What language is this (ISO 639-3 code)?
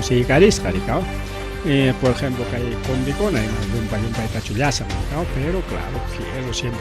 quy